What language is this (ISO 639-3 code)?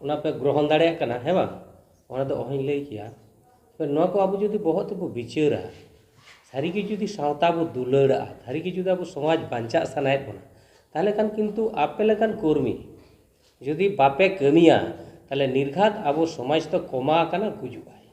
sat